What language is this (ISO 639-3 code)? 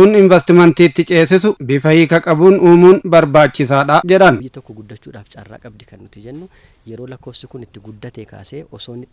orm